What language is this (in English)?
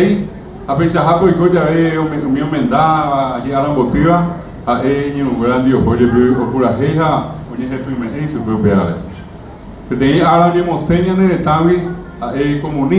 Guarani